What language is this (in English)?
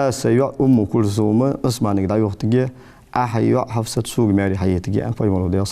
Ingush